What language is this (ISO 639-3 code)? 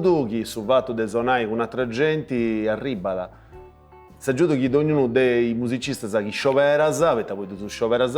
srd